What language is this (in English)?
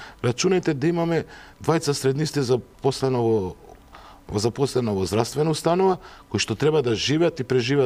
Macedonian